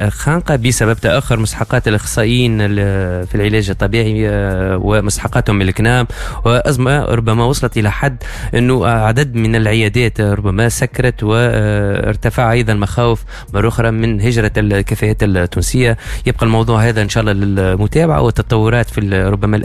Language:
Tunisian Arabic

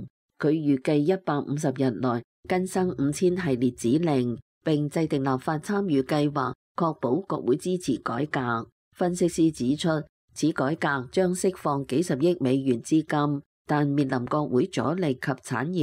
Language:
Cantonese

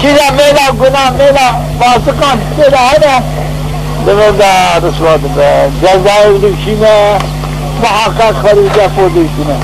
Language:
Zaza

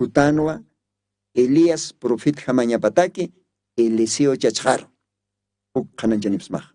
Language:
Aymara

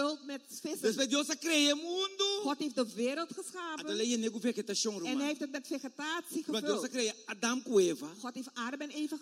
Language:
Dutch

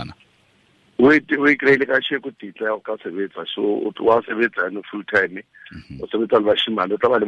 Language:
Tswana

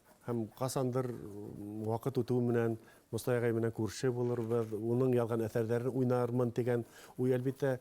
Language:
Bashkir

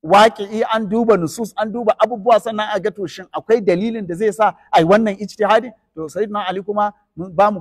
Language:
Hausa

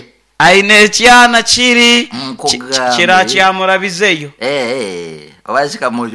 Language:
Nyoro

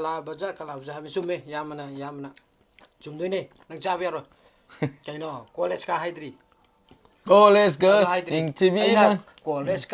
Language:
Manipuri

